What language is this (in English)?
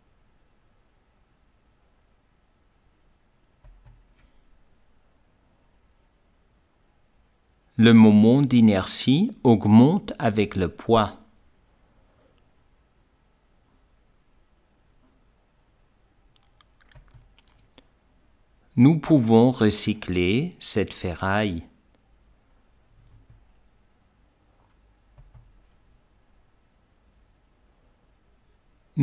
French